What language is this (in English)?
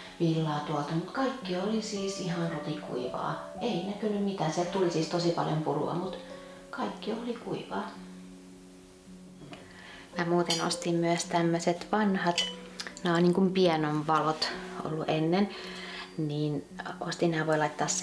Finnish